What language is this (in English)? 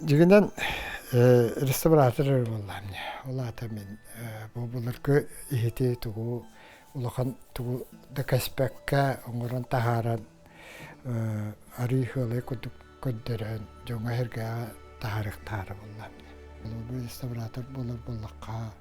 Yakut